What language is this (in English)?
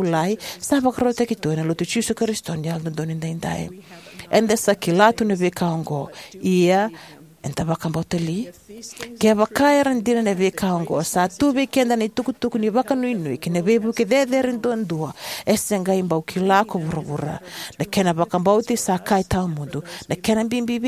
Fijian